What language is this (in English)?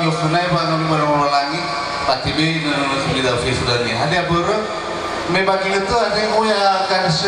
Nias